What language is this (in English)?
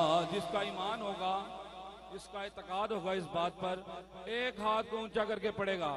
Urdu